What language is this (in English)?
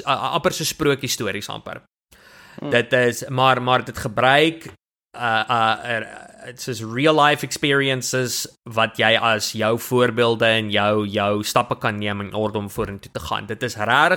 Afrikaans